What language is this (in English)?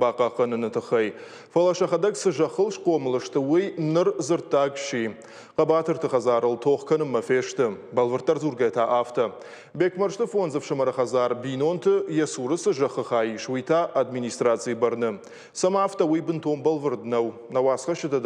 Ossetic